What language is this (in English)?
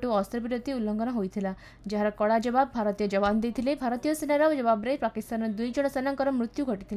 Odia